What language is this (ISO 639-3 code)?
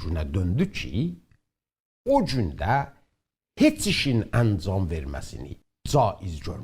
azb